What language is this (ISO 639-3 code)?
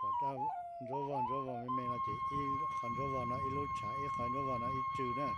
hmn